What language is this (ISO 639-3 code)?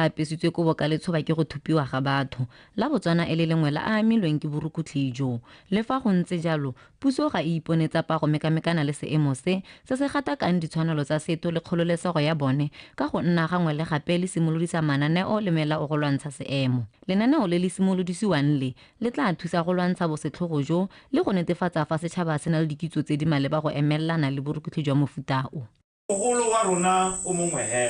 tsn